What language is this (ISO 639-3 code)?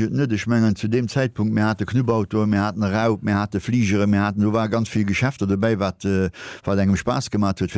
ltz